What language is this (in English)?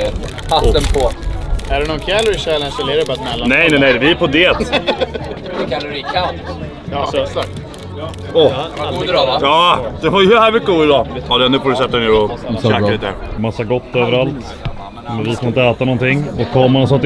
Swedish